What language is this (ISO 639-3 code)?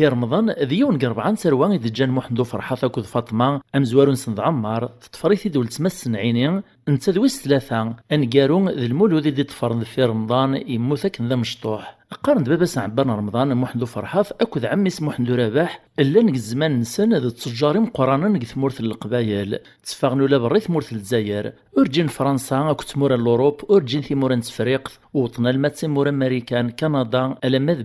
kab